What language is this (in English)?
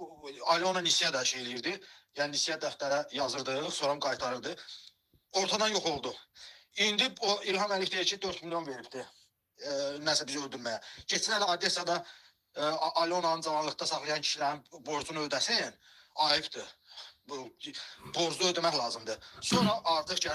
Azerbaijani